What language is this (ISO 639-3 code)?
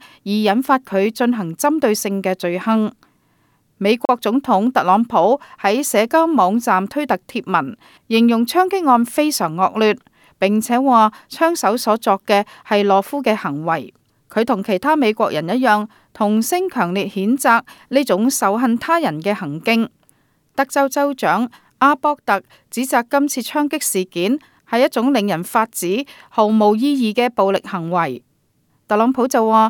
yue